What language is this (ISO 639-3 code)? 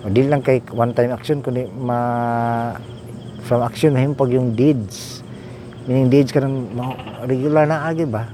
ceb